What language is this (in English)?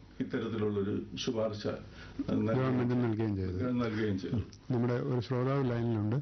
Malayalam